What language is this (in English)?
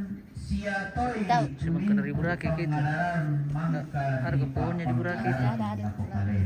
Toraja-Sa'dan